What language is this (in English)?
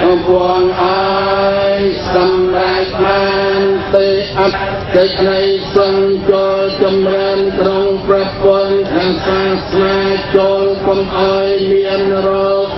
Khmer